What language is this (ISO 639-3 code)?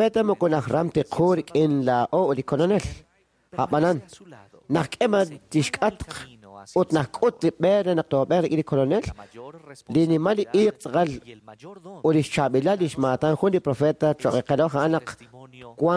kek